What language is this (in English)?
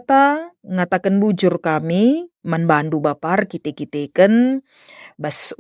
Batak Karo